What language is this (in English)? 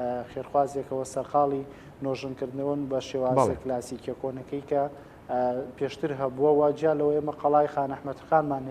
Central Kurdish